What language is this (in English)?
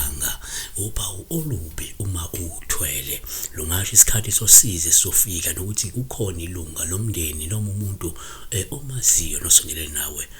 Zulu